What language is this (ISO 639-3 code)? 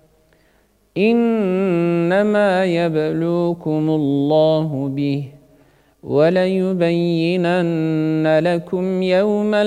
ara